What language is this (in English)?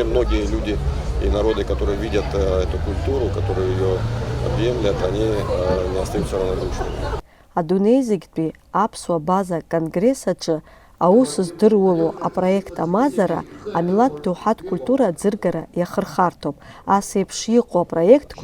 Abkhazian